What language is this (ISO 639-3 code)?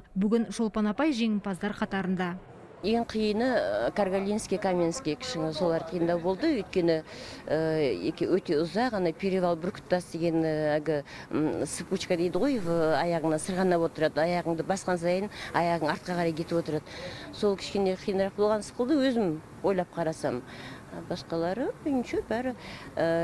kaz